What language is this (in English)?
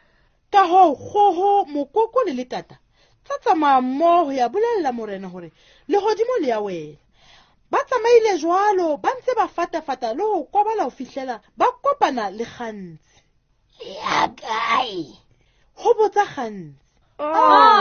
Southern Sotho